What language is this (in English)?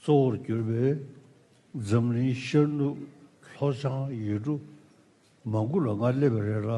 Tibetan